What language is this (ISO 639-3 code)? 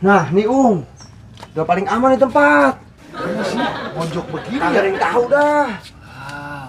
bew